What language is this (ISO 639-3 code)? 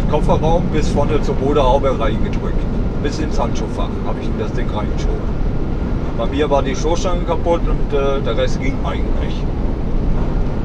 deu